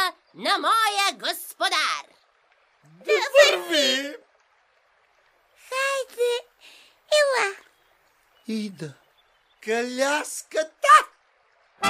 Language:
Bulgarian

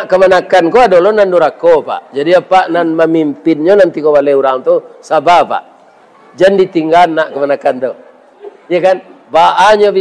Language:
Minangkabau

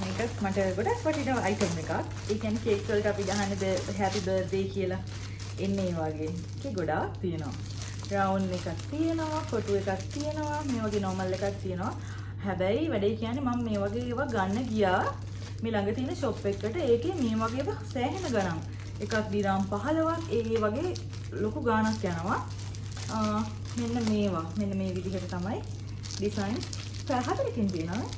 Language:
Sinhala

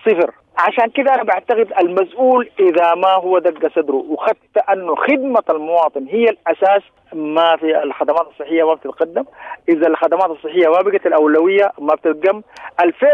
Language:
Sudanese Arabic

